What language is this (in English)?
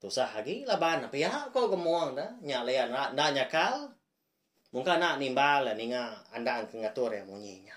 Iban